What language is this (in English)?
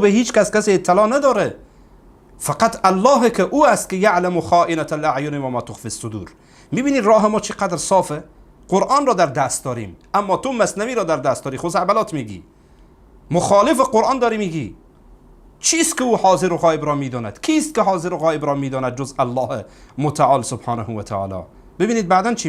Persian